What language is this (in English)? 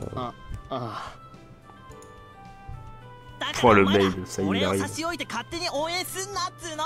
French